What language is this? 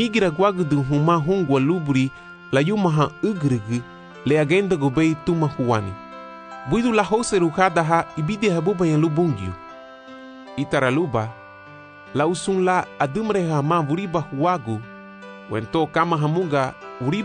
Garifuna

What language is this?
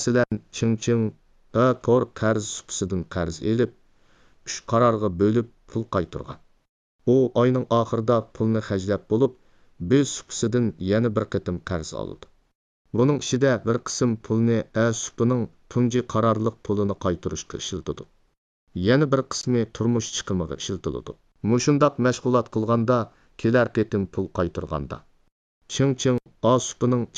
Uyghur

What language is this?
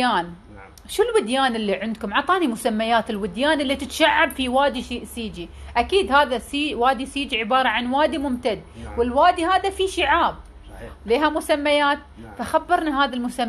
Gulf Arabic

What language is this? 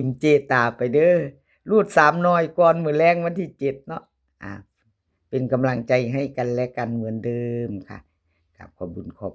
Northeastern Thai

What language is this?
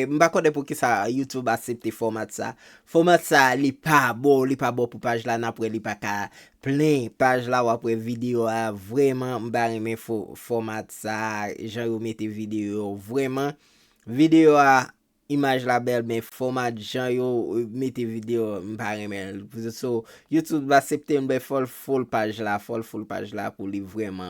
Haitian Creole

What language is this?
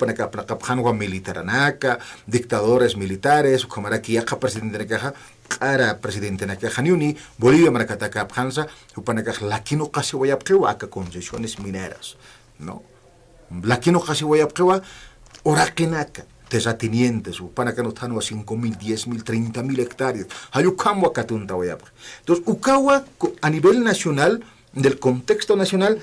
Aymara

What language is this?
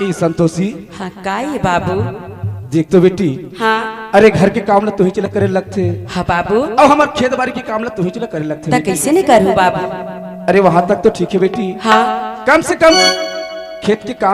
Chhattisgarhi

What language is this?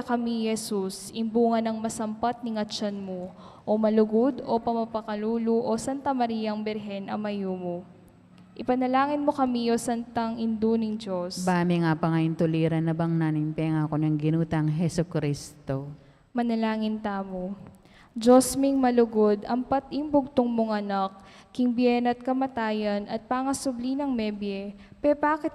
Pampanga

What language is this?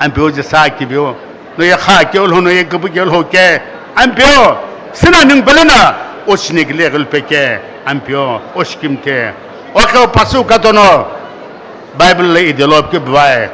Sumi Naga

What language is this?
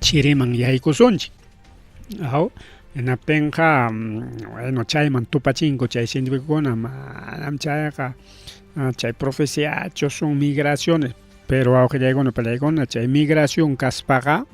Ayacucho Quechua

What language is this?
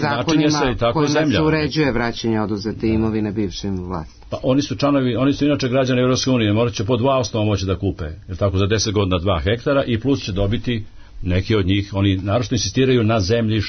Serbian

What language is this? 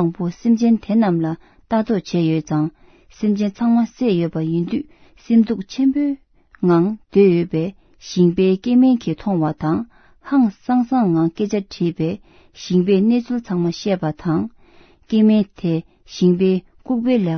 Tibetan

